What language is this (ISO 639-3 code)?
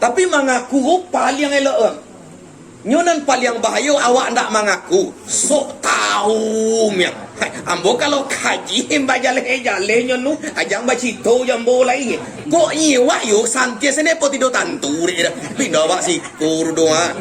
min